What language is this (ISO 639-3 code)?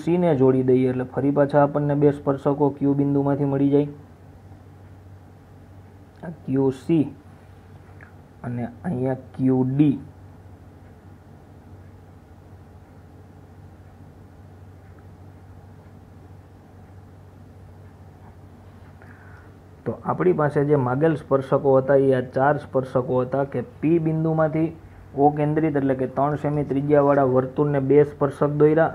guj